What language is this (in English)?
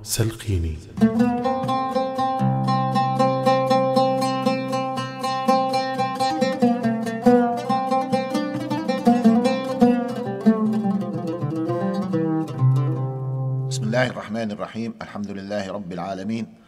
Arabic